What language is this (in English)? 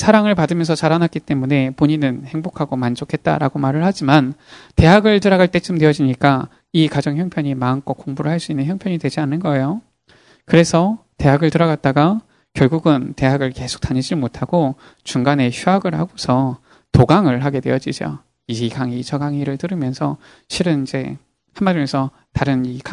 Korean